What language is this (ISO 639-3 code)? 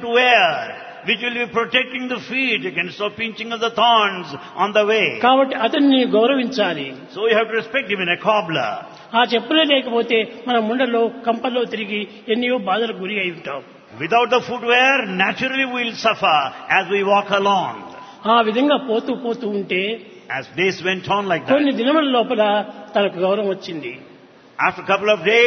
tel